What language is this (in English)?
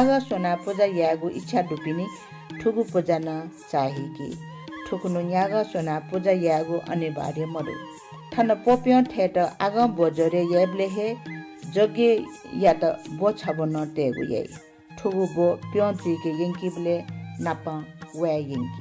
Newari